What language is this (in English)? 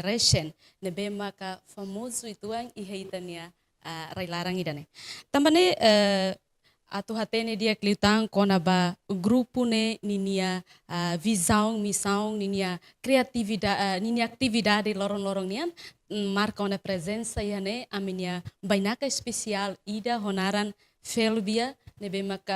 Tetum